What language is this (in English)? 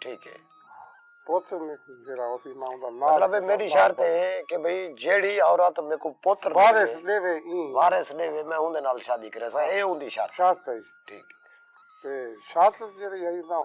Saraiki